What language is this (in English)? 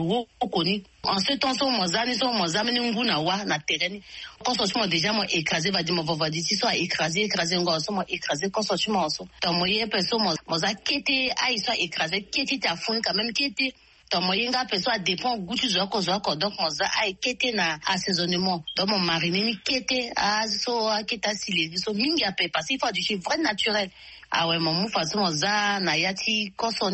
Sango